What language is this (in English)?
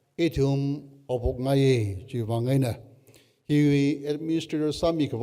Tangkhul Naga (India)